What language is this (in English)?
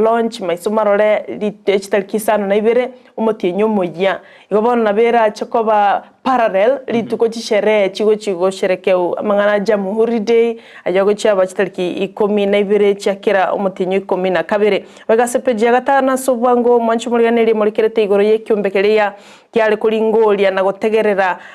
Gusii